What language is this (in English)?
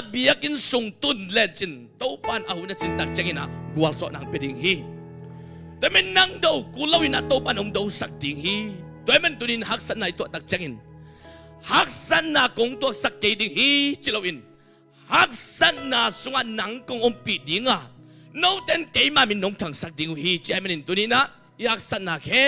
Tedim Chin